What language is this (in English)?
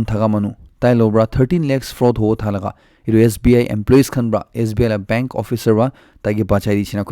Naga Pidgin